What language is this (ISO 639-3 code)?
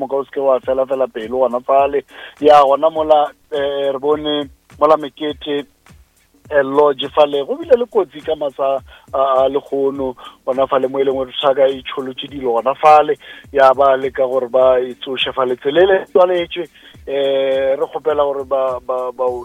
nso